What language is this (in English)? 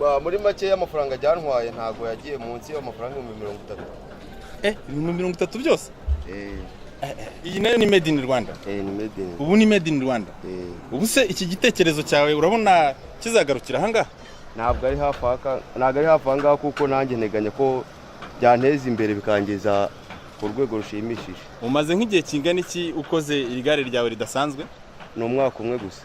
Kinyarwanda